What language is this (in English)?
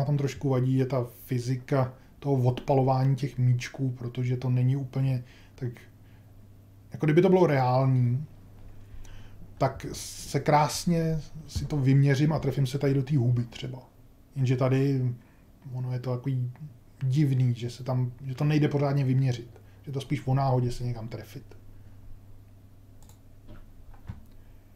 Czech